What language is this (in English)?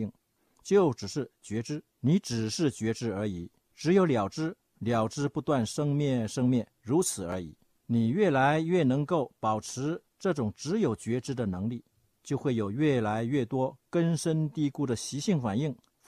Chinese